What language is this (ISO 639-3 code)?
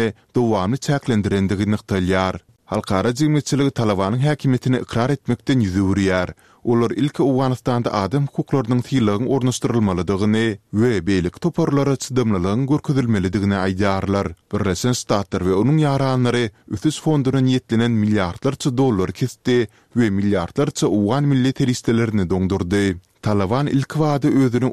tuk